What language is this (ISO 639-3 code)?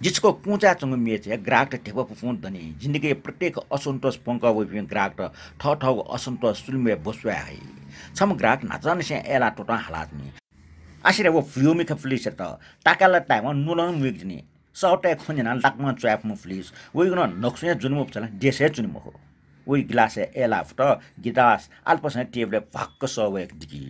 new